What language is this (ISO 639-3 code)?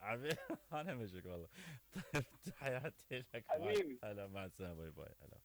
acm